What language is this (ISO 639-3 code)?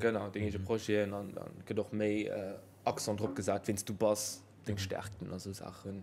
ltz